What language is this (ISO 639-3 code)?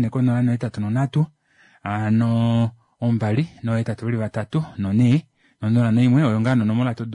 kua